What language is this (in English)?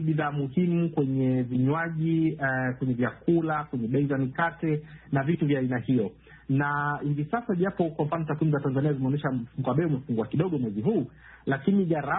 Swahili